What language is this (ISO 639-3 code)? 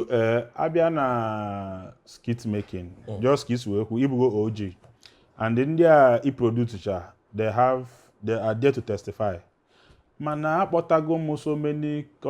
ibo